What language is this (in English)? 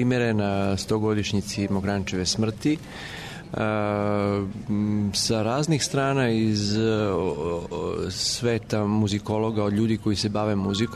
Serbian